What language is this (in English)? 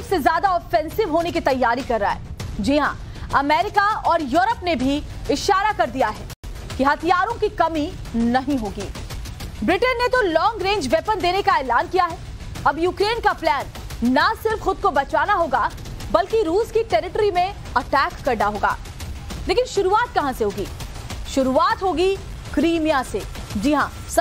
Hindi